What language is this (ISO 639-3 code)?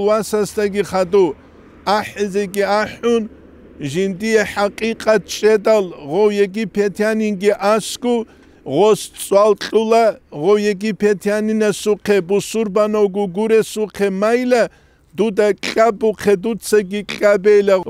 ava